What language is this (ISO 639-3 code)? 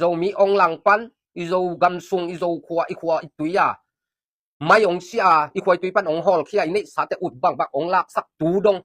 ctd